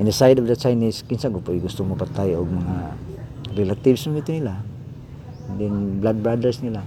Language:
Cebuano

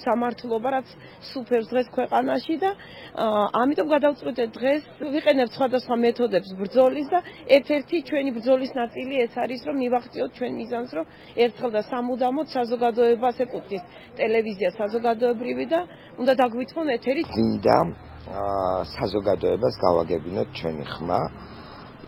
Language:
Georgian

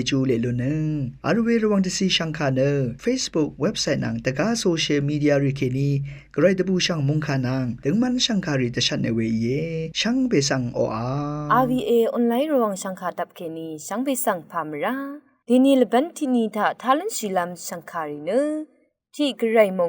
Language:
Rawang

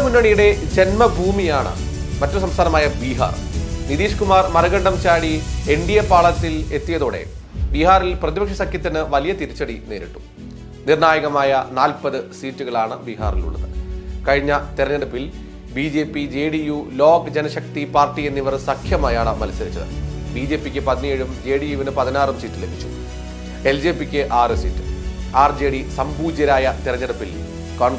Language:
Malayalam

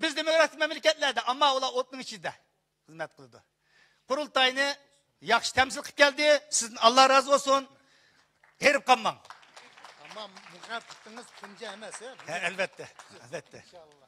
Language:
Uyghur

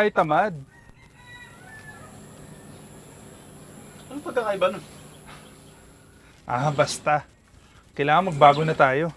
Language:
Filipino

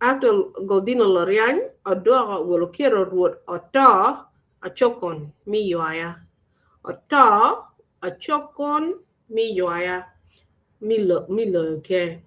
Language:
Acoli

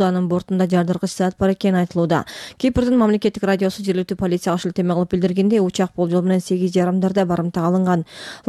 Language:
Kyrgyz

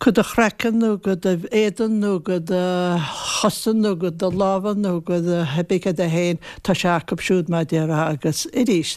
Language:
Irish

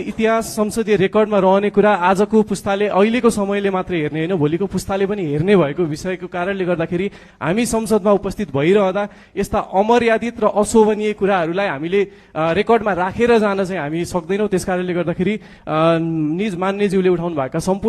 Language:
Nepali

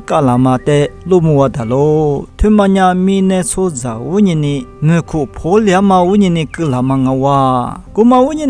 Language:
Lisu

